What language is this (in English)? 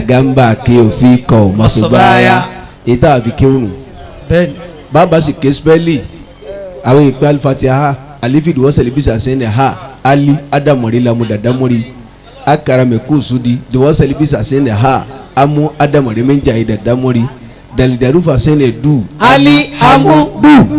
Yoruba